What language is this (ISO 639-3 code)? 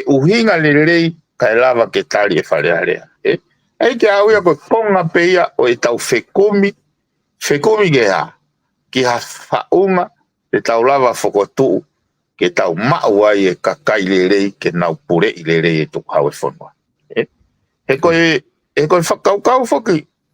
ton